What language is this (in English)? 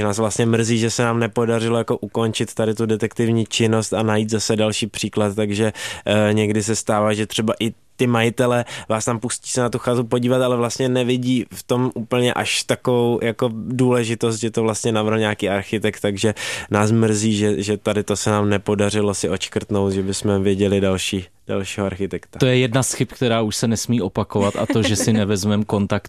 Czech